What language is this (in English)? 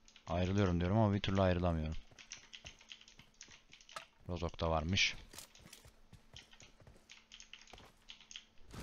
Turkish